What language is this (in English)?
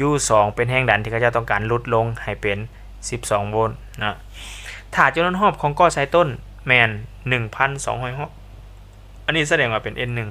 Lao